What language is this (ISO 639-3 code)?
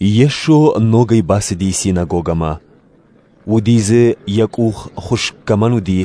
oss